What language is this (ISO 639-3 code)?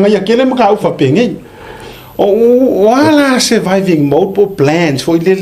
smo